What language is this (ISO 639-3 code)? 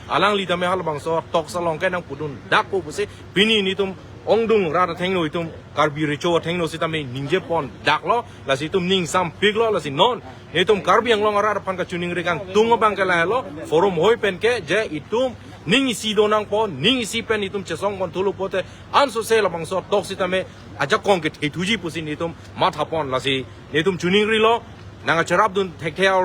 mjw